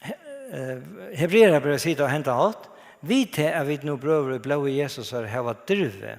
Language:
Faroese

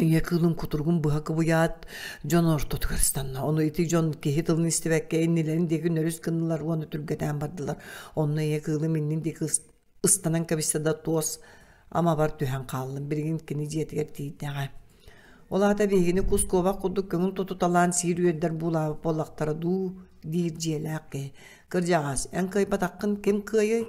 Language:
Yakut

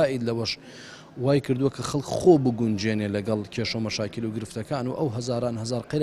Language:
Central Kurdish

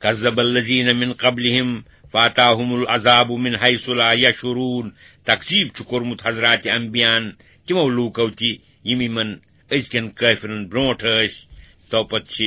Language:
Kashmiri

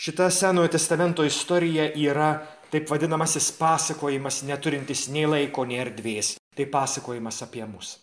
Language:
Lithuanian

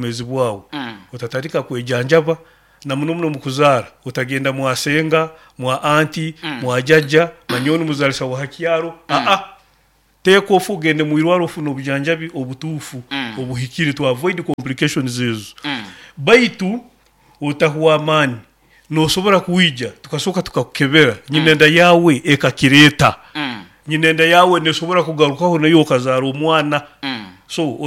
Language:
Nyoro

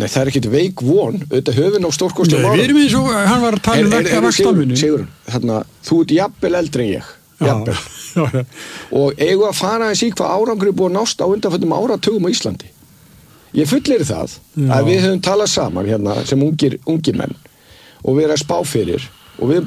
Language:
Icelandic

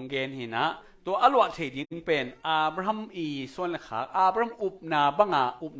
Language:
Tedim Chin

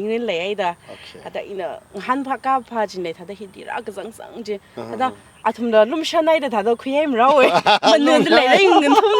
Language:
Tangkhul Naga (India)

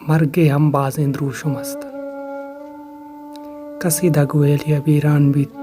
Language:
Baluchi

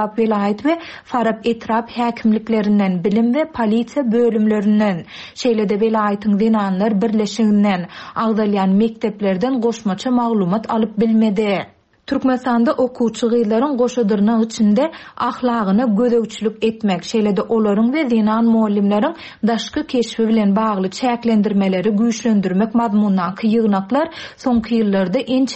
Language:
Turkmen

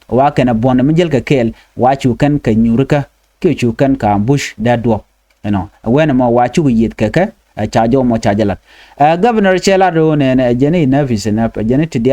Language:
Nuer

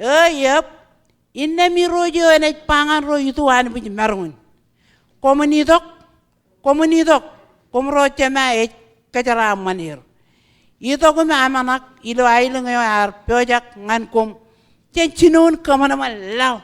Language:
Marshallese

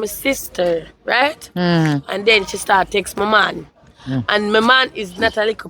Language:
Jamaican Creole English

